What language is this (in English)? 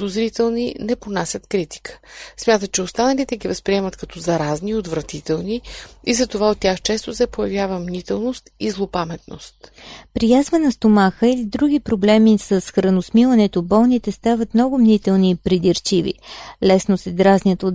Bulgarian